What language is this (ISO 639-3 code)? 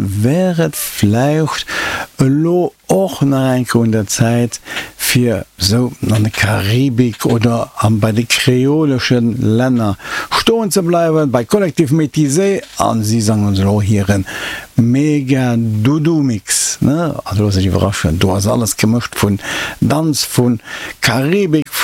ltz